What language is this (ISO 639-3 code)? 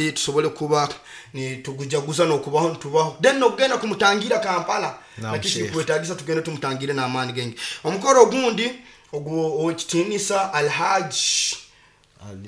nyo